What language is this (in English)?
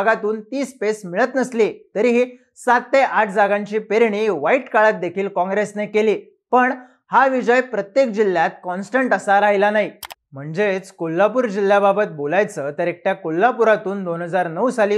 Marathi